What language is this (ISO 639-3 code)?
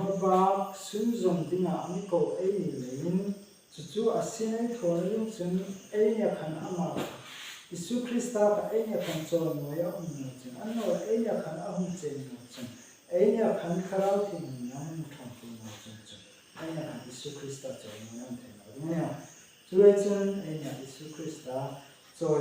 hmr